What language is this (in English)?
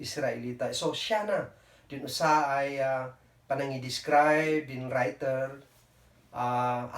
Kankanaey